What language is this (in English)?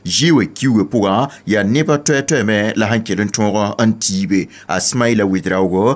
Mossi